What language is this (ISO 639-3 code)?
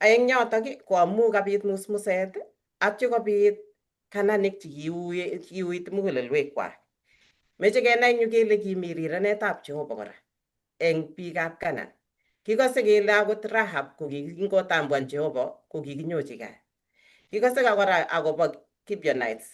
kln